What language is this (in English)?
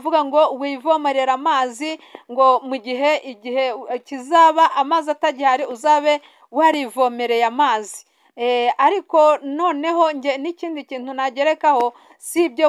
Kinyarwanda